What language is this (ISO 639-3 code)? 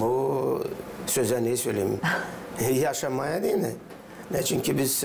gag